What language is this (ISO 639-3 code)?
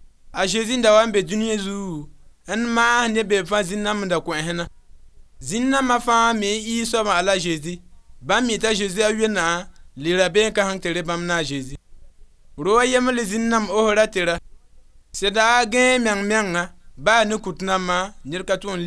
mos